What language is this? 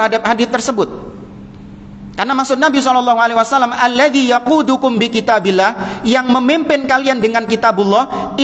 Indonesian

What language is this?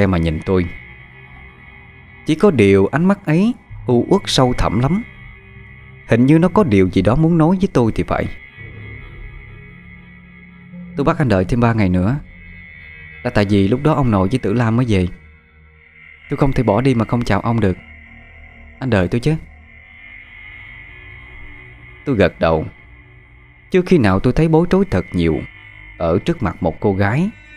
Vietnamese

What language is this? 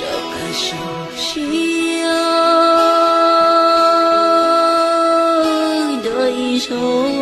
Hmong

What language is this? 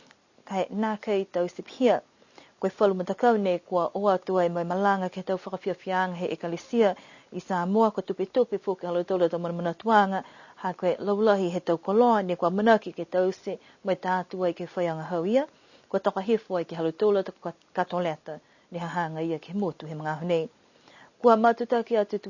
Niuean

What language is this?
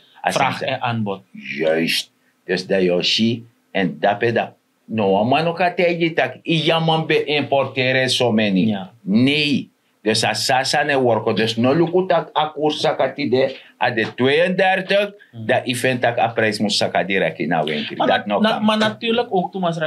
Sranan Tongo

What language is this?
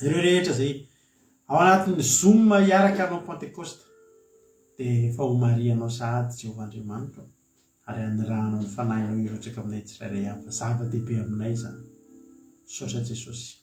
Malagasy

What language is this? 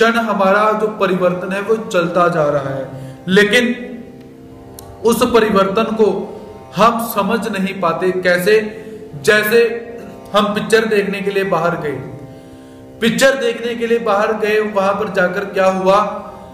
Hindi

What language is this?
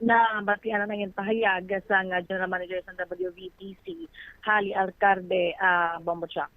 Hiligaynon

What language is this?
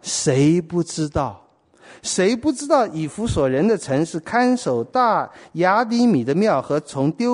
Chinese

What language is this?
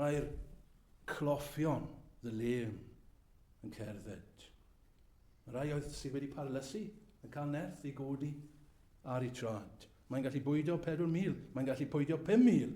Welsh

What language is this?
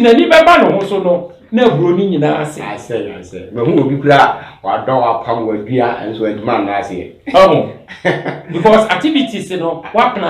Akan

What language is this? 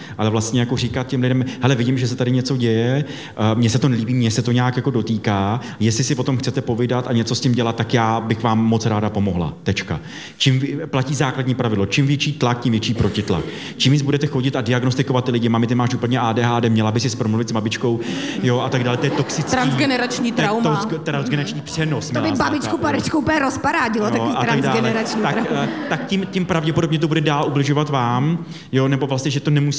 Czech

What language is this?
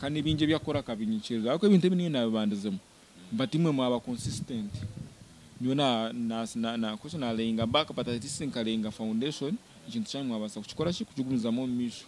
Nyankole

